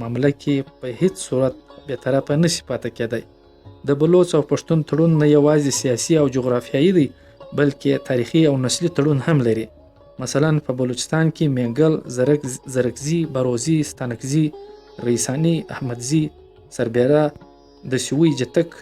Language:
Pashto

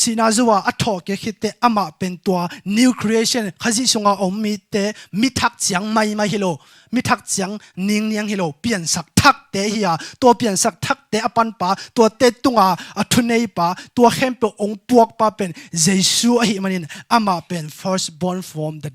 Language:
Tedim Chin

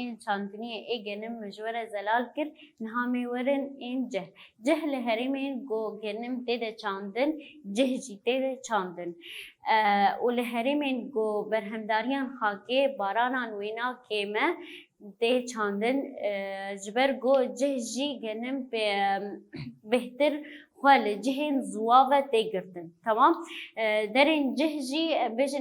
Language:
Kurdish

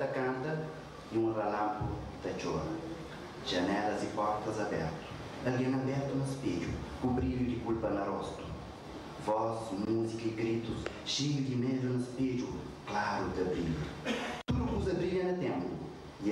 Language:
Kabuverdianu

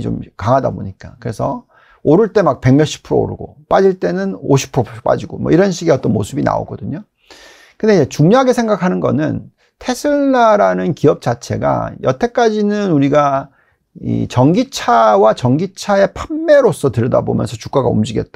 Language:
Korean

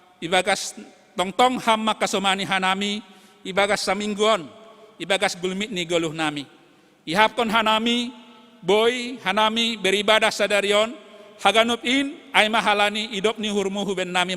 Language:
Batak Simalungun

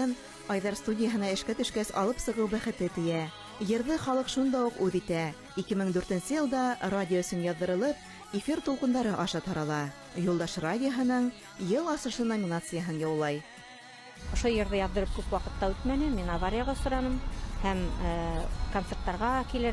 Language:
Bashkir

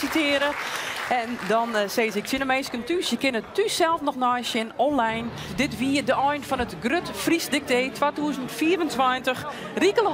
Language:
Western Frisian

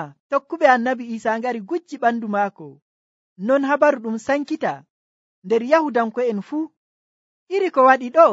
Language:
Nigerian Fulfulde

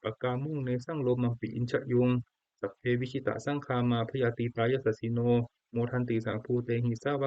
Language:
Pali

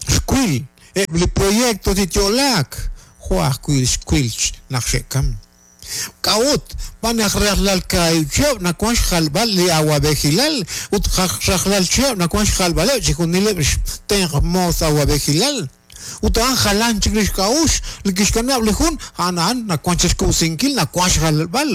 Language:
Kekchí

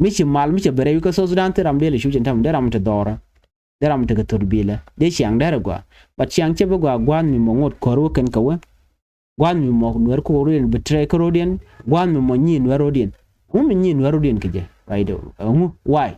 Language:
Nuer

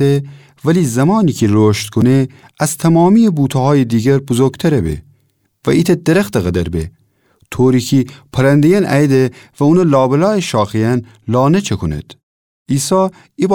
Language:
Gilaki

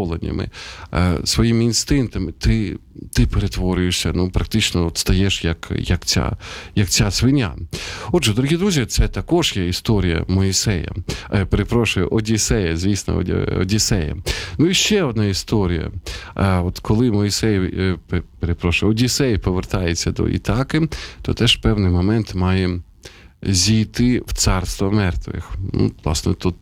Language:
Ukrainian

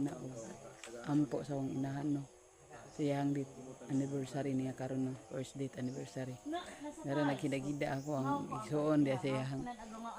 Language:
Cebuano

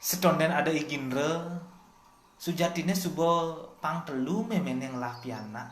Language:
Balinese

